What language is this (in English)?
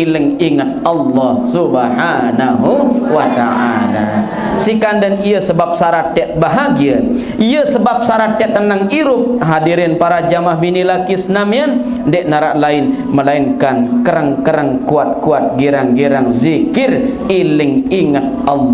Sasak